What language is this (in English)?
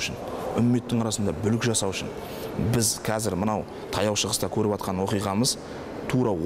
Kazakh